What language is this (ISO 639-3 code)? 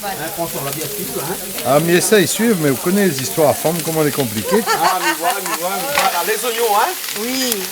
rcf